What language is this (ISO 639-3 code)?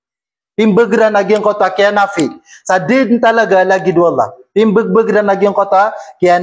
mrw